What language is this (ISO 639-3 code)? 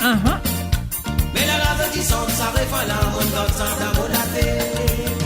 mfe